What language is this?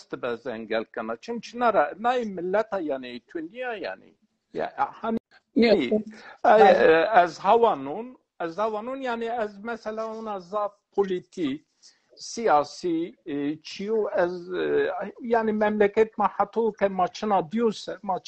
Zaza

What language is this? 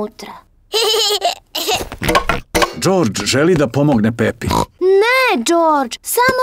Serbian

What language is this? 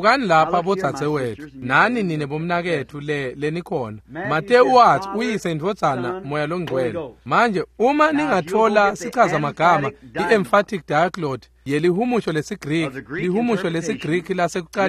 Swati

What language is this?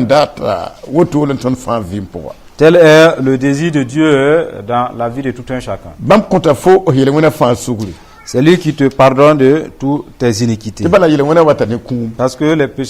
Mossi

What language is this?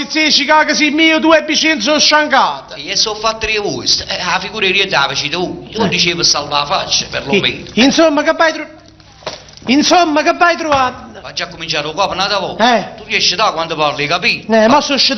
Neapolitan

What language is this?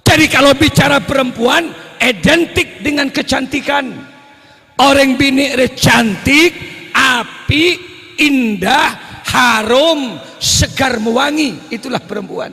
Madurese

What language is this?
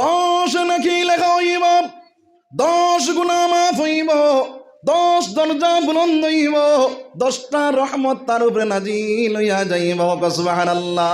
Sylheti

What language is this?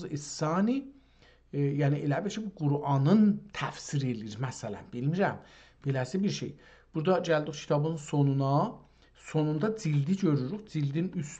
South Azerbaijani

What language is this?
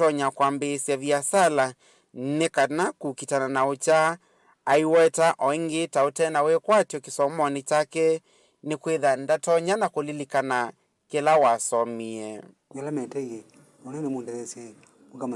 Kamba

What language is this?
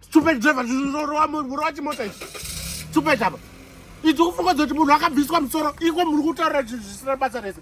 Shona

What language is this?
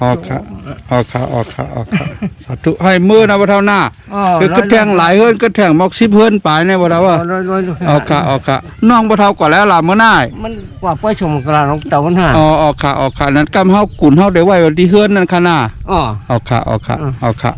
Shan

